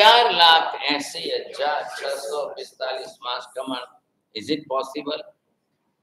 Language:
Gujarati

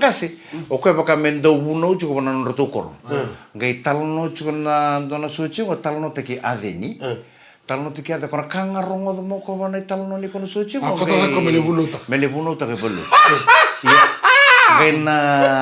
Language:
Fijian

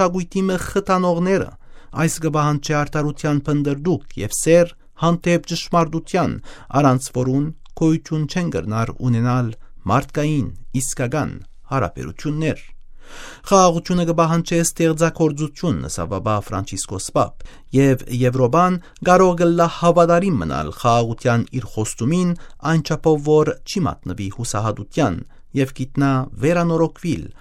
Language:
Western Armenian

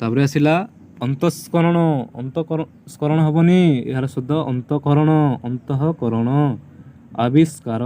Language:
Odia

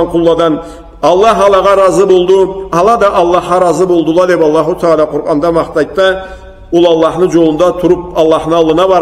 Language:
Karachay-Balkar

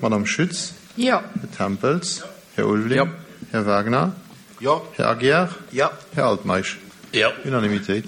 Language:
Luxembourgish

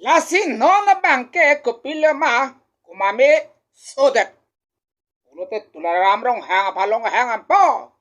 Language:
Karbi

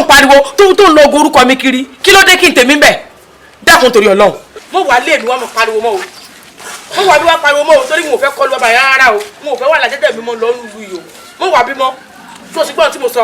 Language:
Yoruba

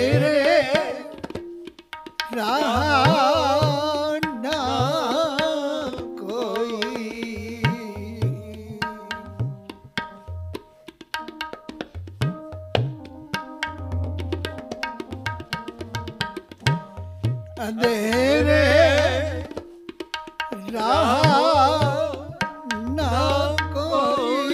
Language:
Punjabi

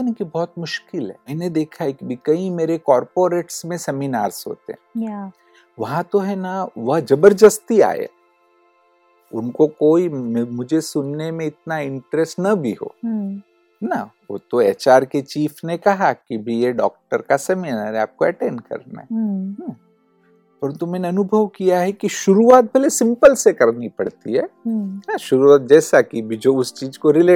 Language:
Hindi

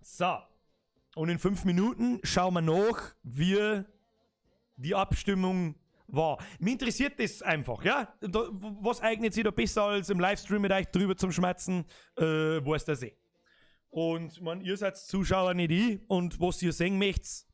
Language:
Bavarian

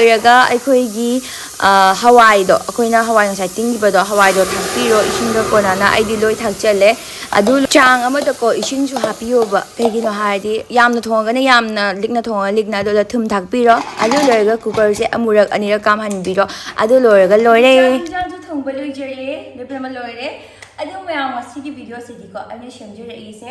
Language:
Manipuri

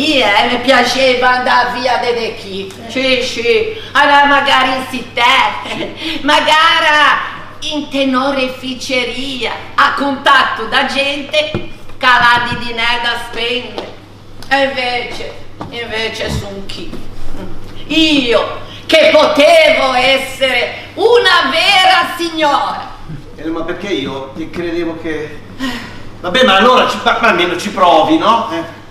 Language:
Ligurian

